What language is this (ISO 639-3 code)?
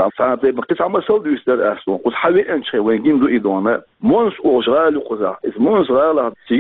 che